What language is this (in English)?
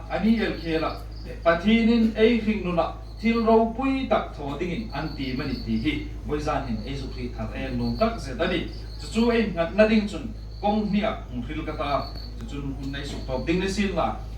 Hmar